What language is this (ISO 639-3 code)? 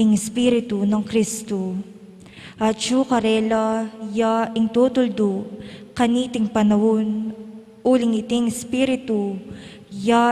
pam